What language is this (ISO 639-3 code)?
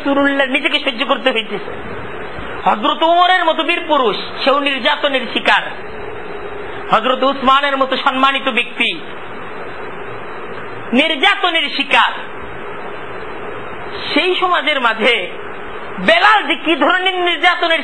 ben